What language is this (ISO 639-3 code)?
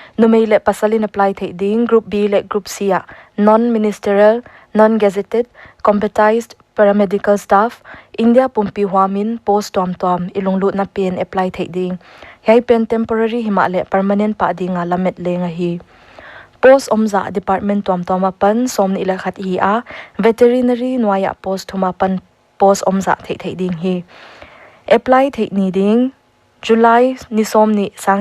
pck